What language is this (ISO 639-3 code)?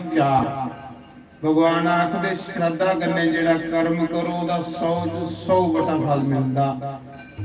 doi